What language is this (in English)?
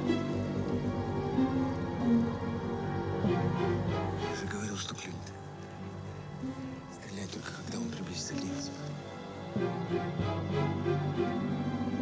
Russian